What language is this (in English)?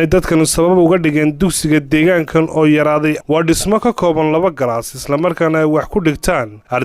Somali